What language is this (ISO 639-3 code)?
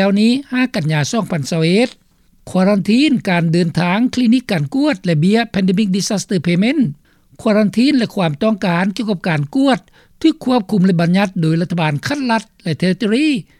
lao